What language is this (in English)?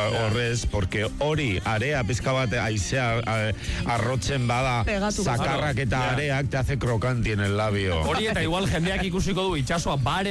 Basque